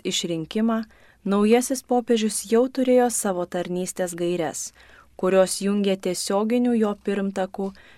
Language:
Lithuanian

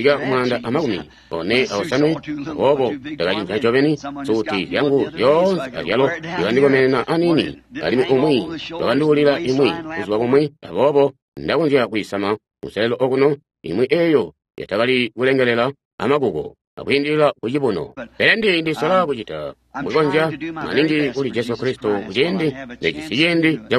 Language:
Tonga (Zambia)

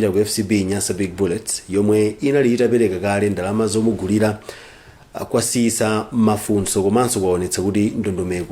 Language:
Nyanja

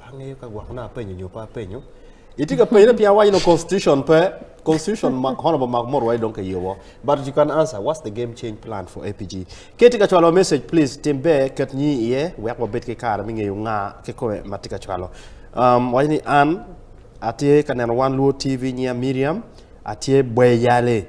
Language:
Acoli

